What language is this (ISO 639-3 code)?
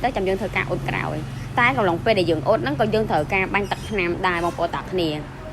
khm